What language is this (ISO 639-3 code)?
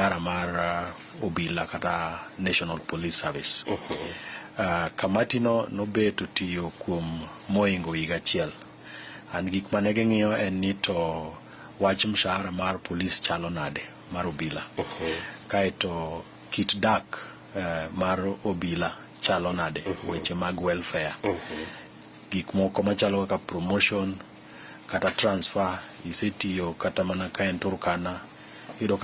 luo